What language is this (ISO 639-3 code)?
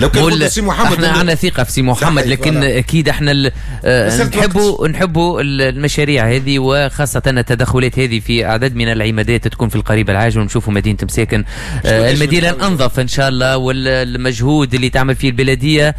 aeb